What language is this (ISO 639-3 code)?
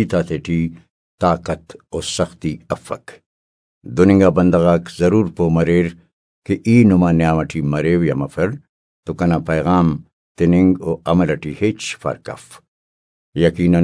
brh